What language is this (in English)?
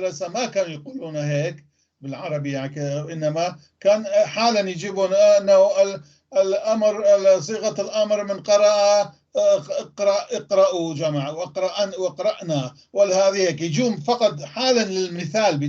North Levantine Arabic